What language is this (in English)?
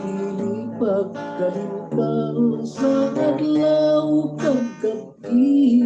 Hiligaynon